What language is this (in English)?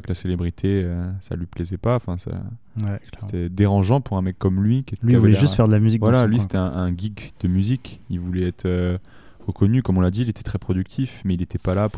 French